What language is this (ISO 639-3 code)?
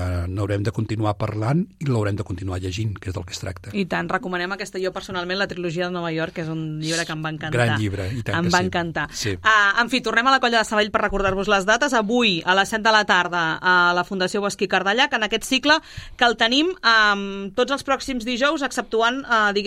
cat